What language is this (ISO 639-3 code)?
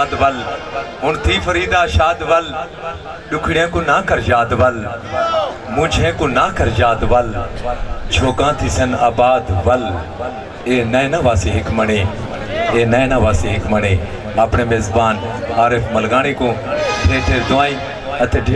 skr